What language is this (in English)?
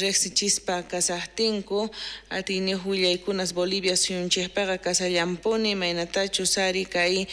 South Bolivian Quechua